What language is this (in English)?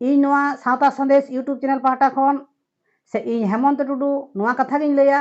Santali